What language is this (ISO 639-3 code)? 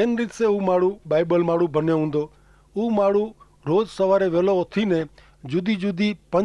kfr